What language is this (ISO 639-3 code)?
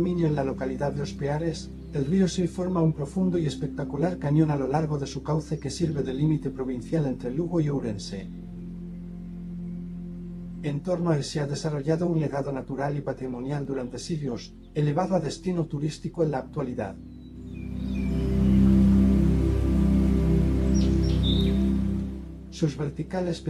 spa